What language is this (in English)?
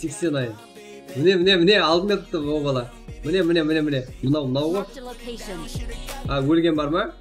Kara-Kalpak